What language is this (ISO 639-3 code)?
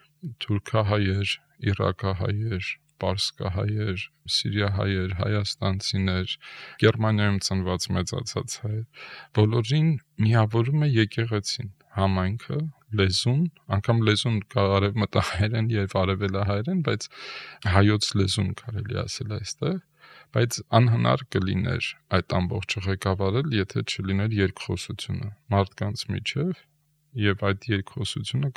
hye